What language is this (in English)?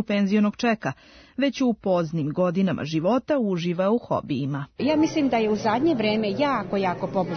Serbian